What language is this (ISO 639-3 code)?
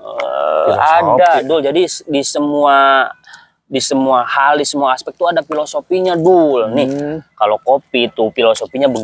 bew